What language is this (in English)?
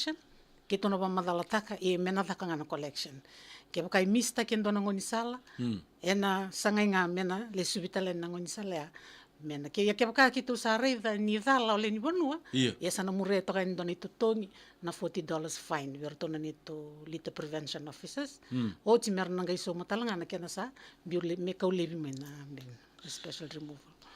Fijian